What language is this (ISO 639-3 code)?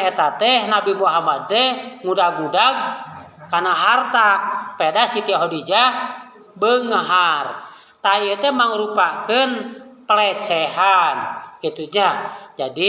sun